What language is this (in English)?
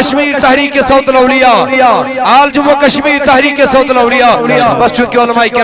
Kashmiri